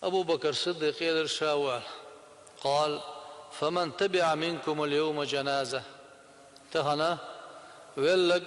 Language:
Chechen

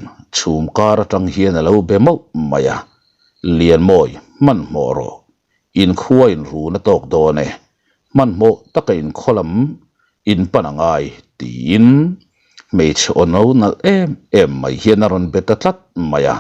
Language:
Mizo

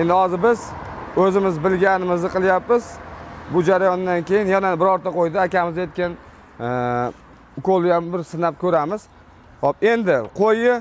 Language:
Uzbek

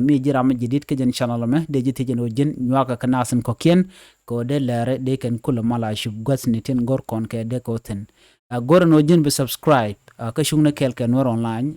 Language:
Nuer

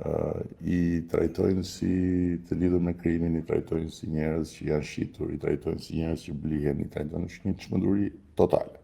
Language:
Albanian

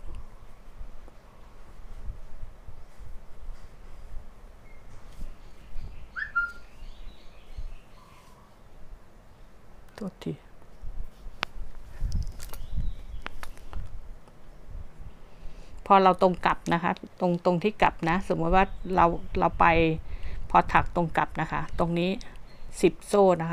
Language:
Thai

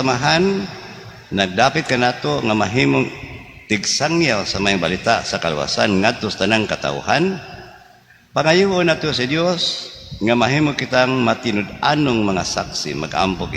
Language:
Cebuano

